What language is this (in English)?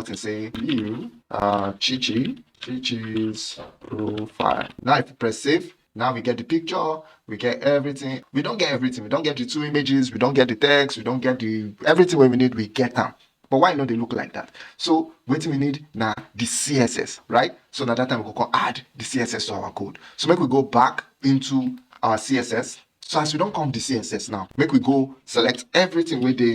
Nigerian Pidgin